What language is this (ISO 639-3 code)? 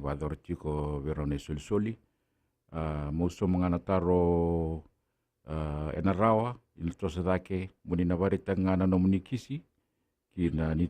fij